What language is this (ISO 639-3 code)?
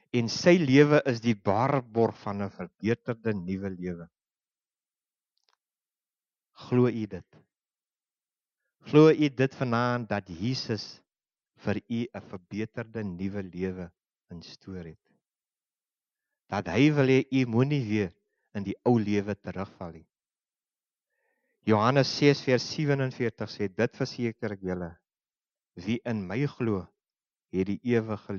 afr